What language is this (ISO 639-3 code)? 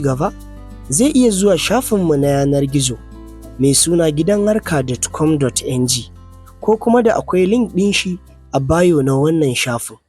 hau